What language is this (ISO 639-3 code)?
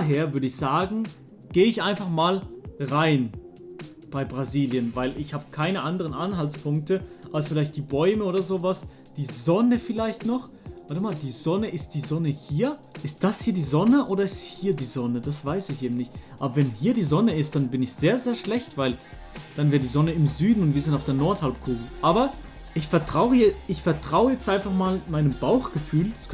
gsw